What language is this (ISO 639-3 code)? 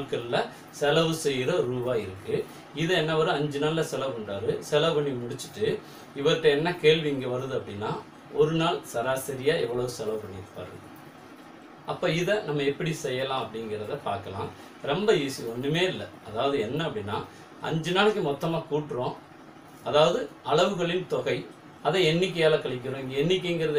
tam